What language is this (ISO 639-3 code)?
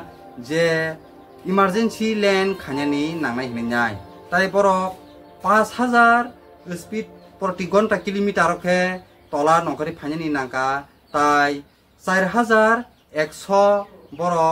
trp